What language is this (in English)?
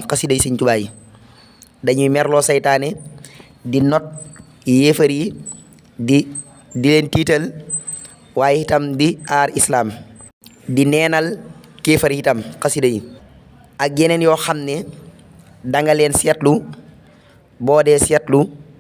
Wolof